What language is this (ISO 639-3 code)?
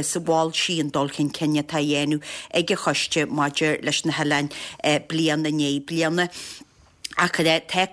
gle